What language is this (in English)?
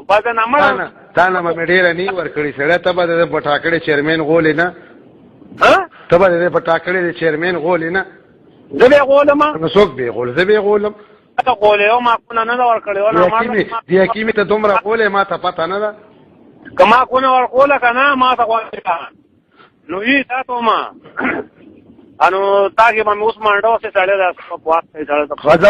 Pashto